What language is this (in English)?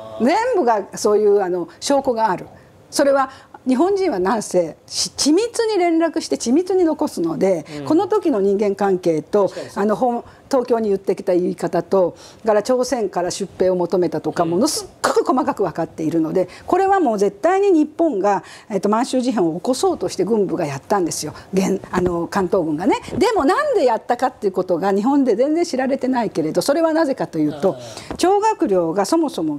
Japanese